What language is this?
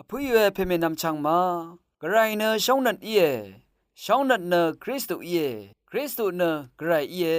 Rawang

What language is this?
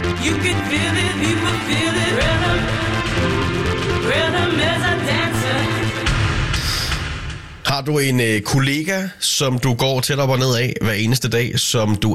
Danish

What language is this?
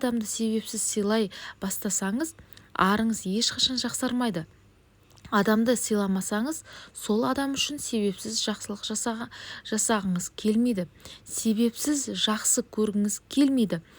Kazakh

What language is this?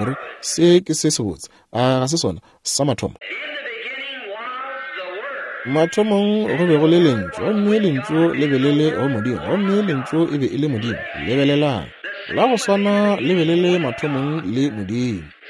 Northern Sotho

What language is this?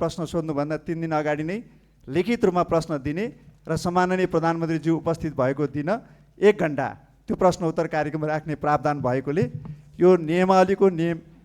Nepali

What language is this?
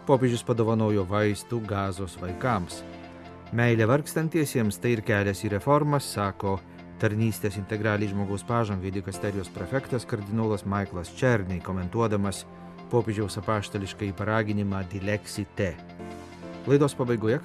Lithuanian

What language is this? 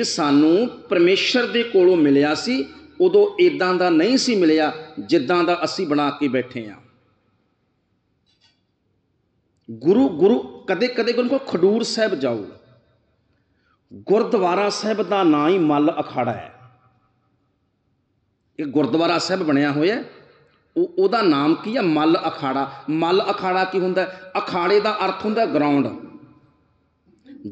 Punjabi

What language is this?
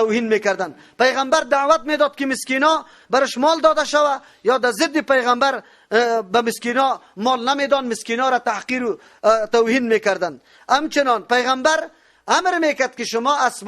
Persian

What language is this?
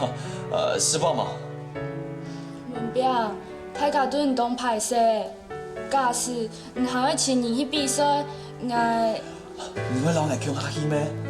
Hakka Chinese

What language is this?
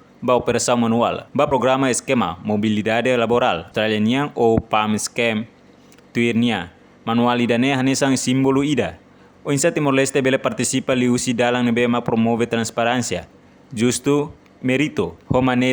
Tetum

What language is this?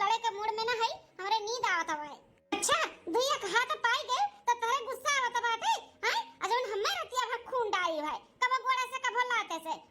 Awadhi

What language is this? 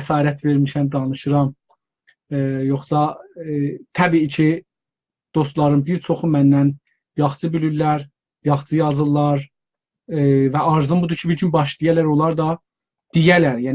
South Azerbaijani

